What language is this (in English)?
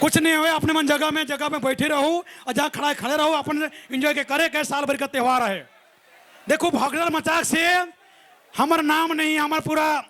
Sadri